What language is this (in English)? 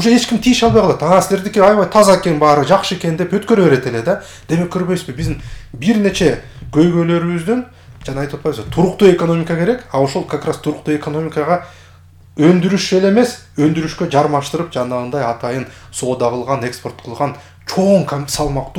Kyrgyz